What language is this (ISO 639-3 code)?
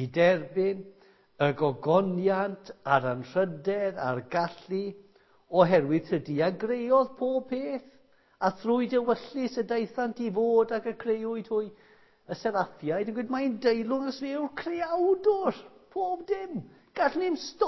cym